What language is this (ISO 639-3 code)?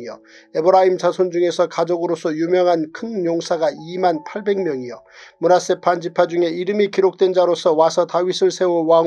kor